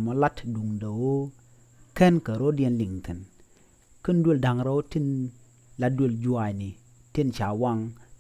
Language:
Nuer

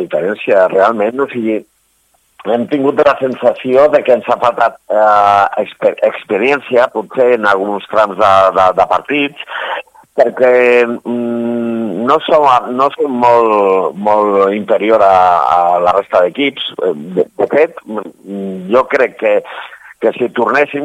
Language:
Catalan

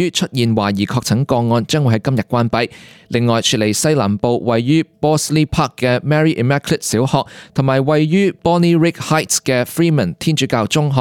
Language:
Cantonese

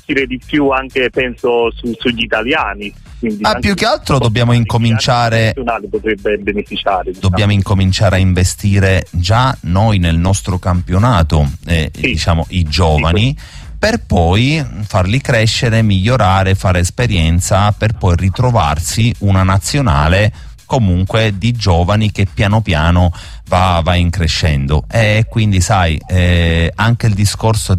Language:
Italian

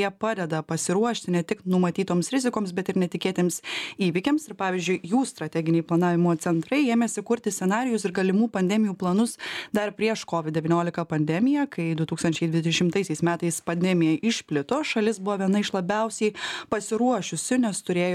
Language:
Lithuanian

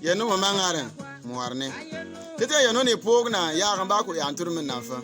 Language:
Bimoba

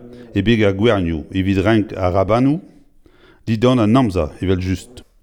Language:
Breton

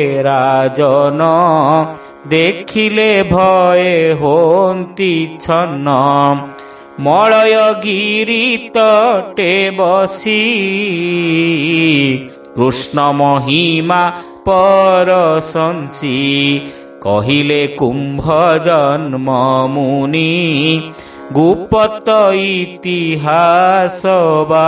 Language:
Odia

